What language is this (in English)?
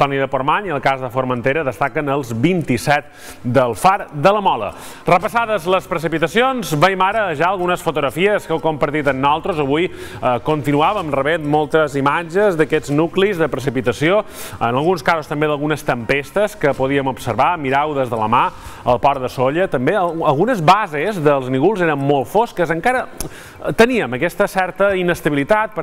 Catalan